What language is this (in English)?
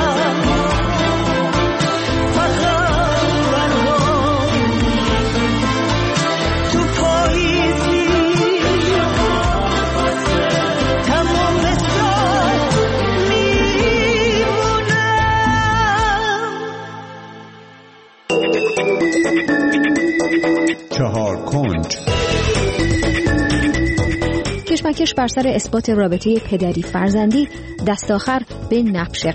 Persian